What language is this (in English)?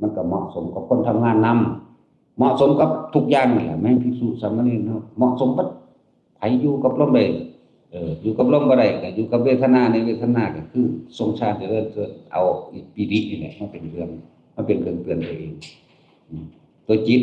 Northeastern Thai